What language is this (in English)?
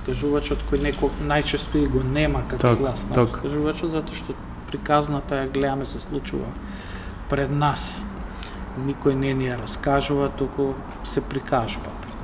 Macedonian